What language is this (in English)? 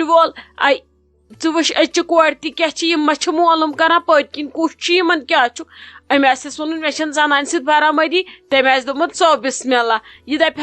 Kashmiri